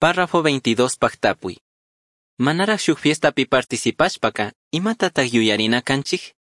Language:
Chimborazo Highland Quichua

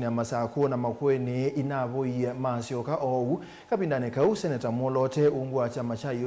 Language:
Kamba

